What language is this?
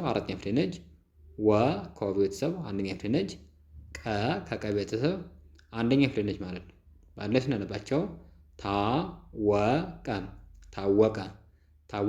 Amharic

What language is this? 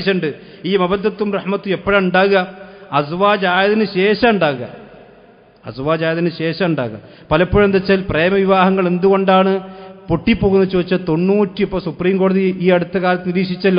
Malayalam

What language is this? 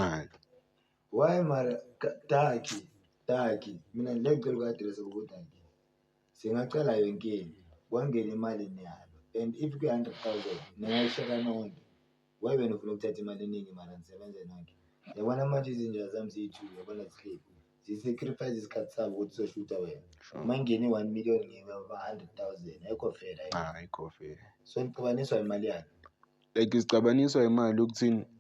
Zulu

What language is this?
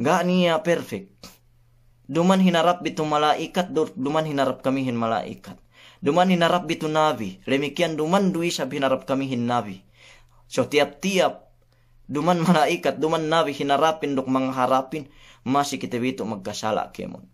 Yakan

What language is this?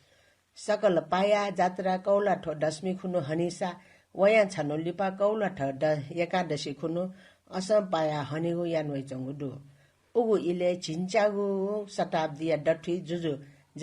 Newari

